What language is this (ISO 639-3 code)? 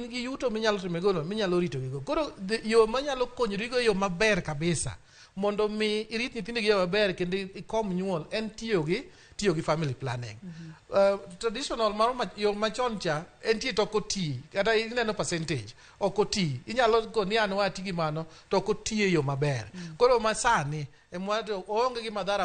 luo